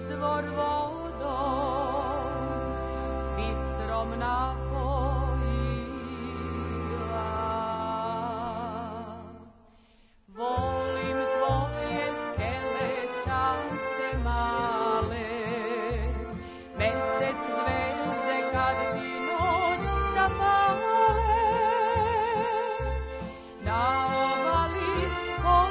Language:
Serbian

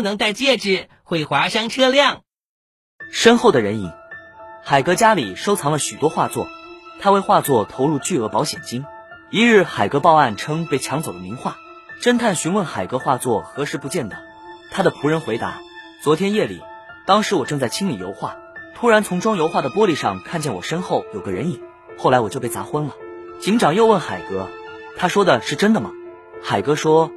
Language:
Chinese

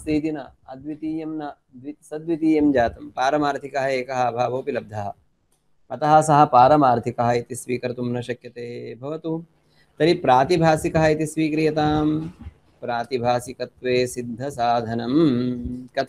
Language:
Sanskrit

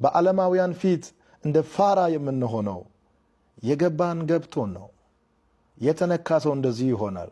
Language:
Amharic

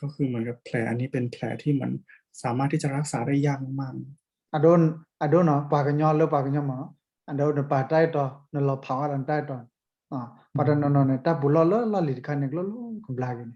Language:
S'gaw Karen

